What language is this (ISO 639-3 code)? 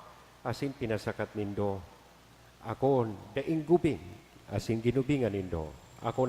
bik